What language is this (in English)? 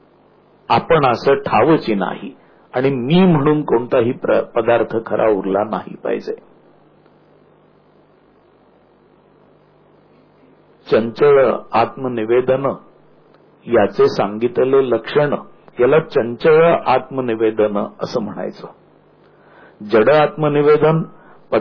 Marathi